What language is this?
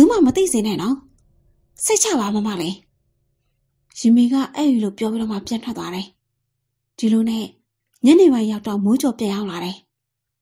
Burmese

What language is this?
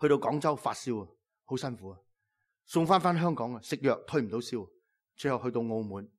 Cantonese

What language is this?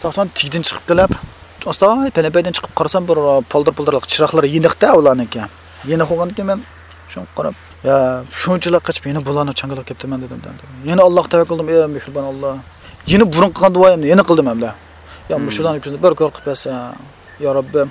Uyghur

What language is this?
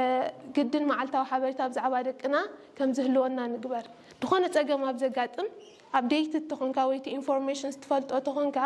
Tigrinya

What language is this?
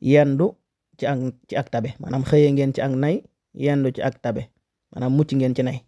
Wolof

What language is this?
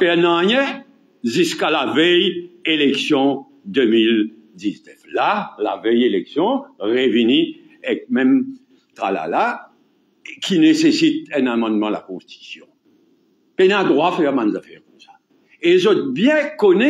Morisyen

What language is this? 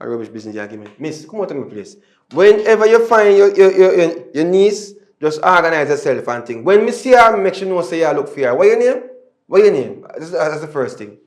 Jamaican Creole English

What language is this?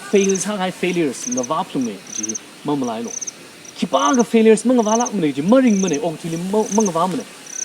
Tangkhul Naga (India)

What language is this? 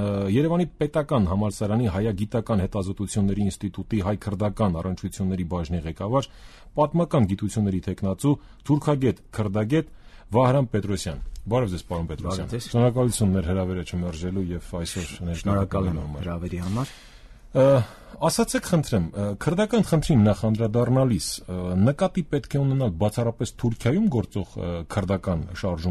Armenian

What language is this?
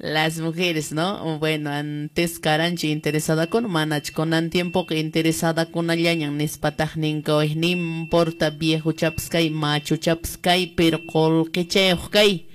Quechua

